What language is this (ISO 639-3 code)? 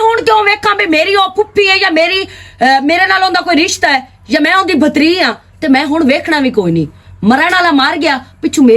lah